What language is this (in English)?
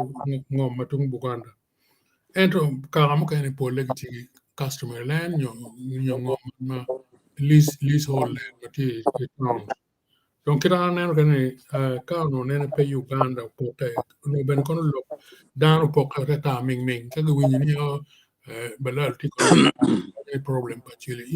Acoli